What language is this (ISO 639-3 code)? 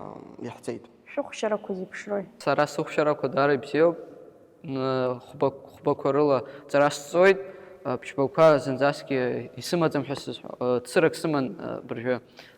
abk